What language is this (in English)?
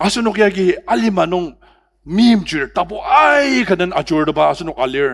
Ao Naga